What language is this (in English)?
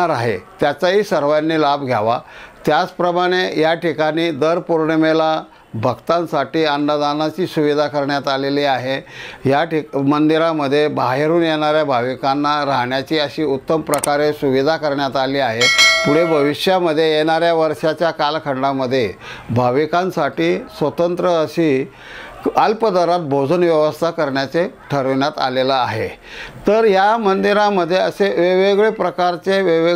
Marathi